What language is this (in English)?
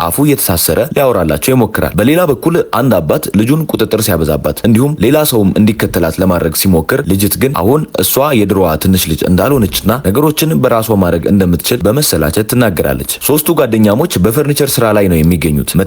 Amharic